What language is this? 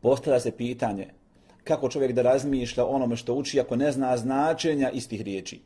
Bosnian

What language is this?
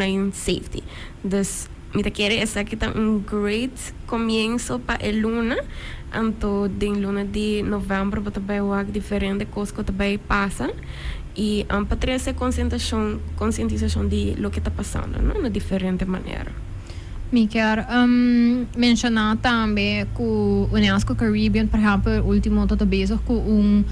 Papiamento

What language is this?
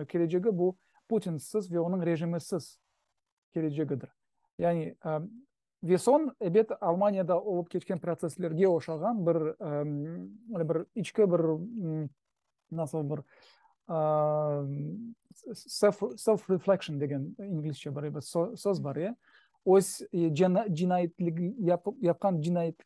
Crimean Tatar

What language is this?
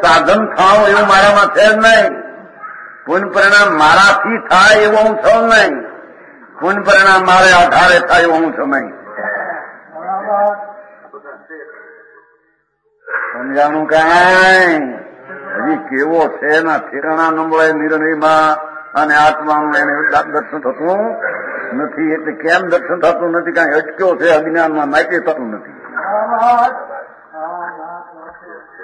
Gujarati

